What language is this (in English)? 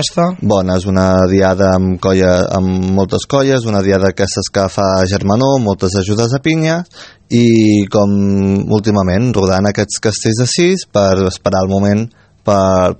Catalan